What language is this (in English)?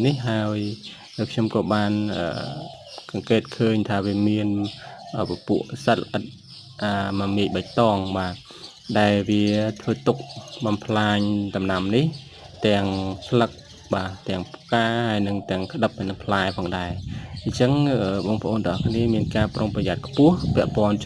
Khmer